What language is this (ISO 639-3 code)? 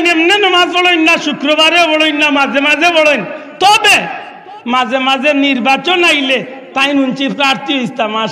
syl